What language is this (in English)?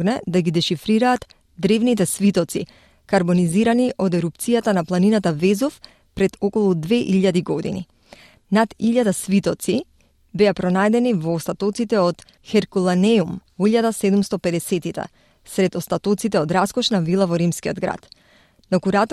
Macedonian